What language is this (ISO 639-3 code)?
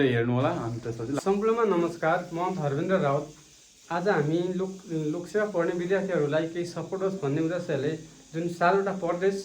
nep